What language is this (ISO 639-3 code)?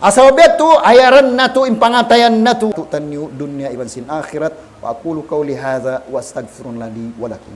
tsg